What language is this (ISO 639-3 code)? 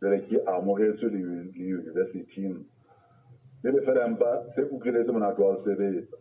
sot